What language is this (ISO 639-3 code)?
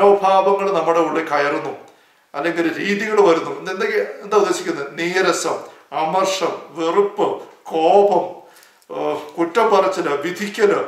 mal